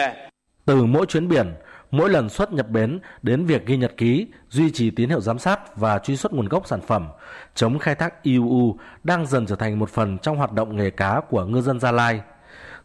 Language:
Vietnamese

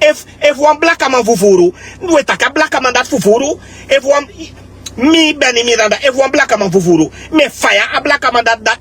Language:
Sranan Tongo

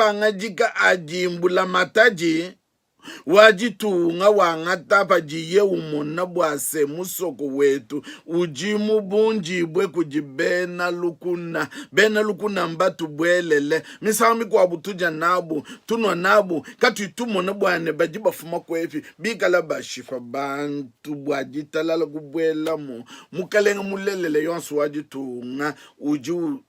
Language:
Luba-Lulua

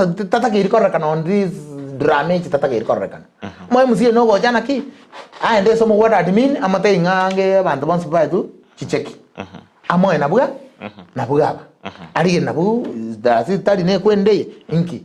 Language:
Gusii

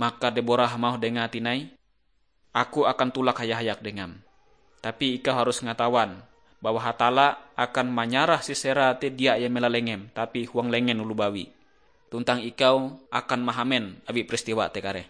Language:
Ngaju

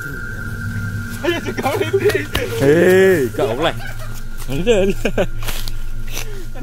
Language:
Indonesian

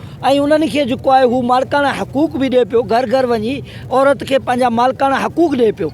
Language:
Sindhi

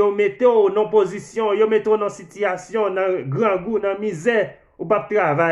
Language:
Haitian Creole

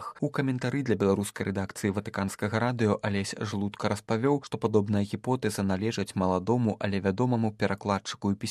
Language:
Belarusian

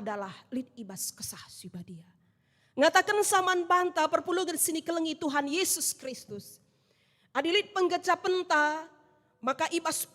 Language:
Batak Karo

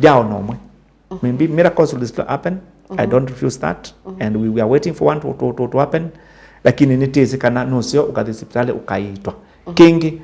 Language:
Kamba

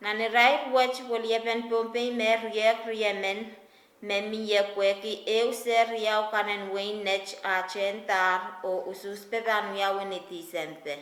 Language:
Pohnpeian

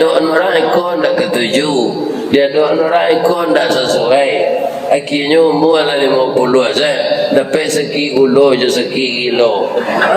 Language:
Minangkabau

